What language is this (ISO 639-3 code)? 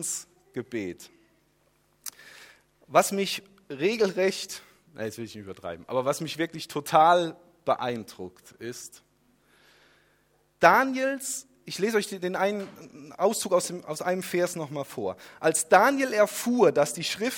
deu